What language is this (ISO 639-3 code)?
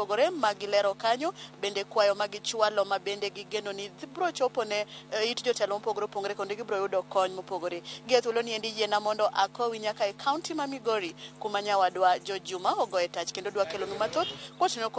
luo